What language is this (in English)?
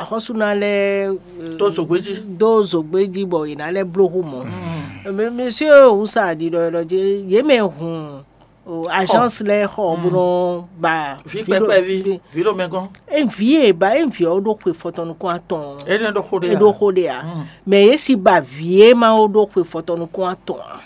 Fon